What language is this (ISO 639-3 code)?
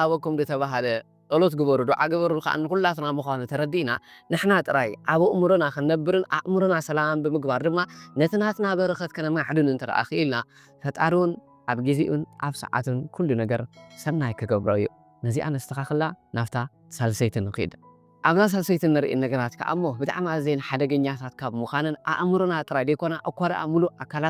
tir